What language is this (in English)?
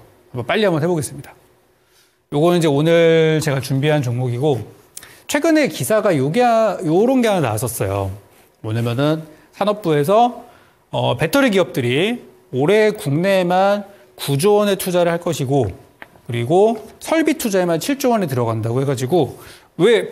Korean